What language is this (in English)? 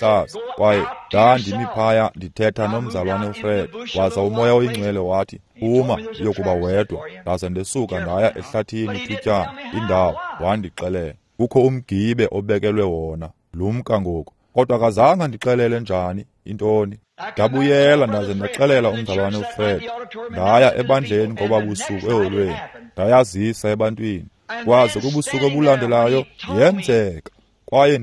Xhosa